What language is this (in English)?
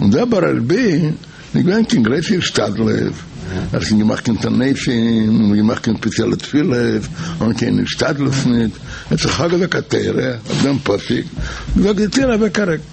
Yiddish